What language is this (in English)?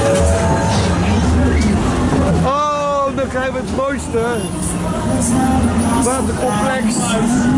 Dutch